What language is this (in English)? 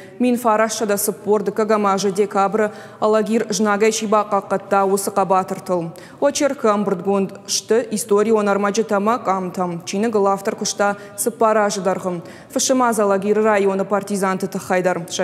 Ossetic